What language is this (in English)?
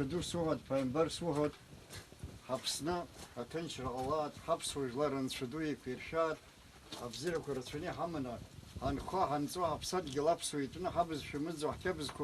Abkhazian